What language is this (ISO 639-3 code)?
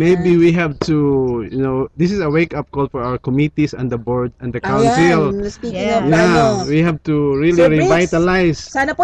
fil